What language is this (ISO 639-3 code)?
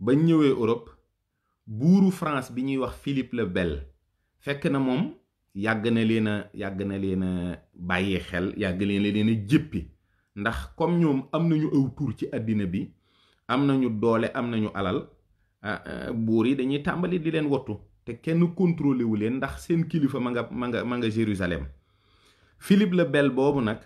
wol